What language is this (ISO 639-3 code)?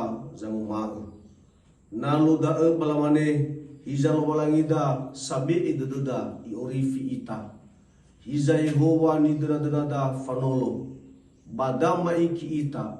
nia